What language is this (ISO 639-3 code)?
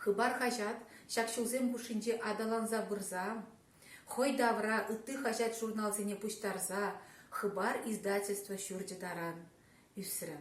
chv